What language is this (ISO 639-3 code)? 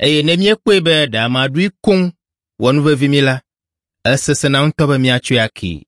ewe